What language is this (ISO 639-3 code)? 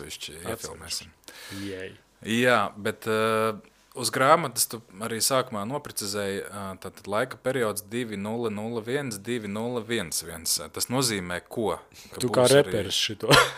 lav